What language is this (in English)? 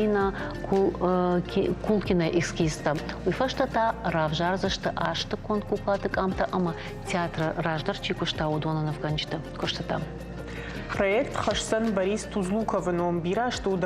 Ossetic